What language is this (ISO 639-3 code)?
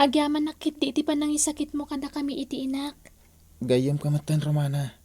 ilo